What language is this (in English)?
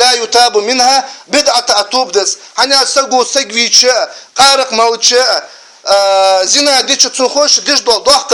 Ingush